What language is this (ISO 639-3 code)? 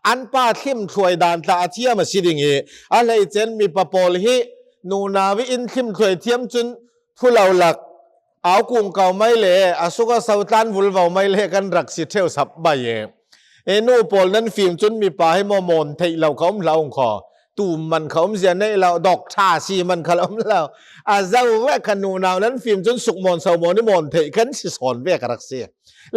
cnh